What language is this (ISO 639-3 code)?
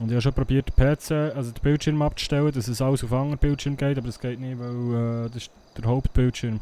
gsw